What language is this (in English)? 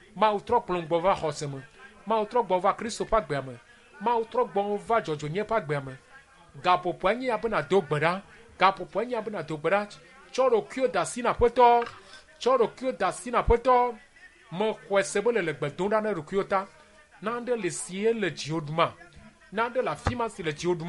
Ewe